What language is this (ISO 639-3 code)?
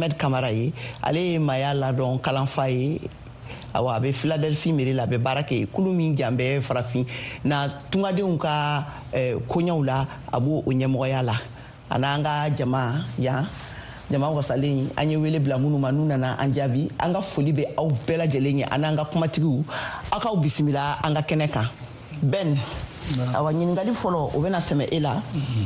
bam